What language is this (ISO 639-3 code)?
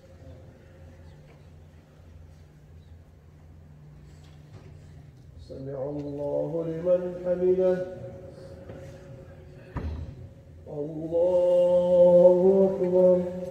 ara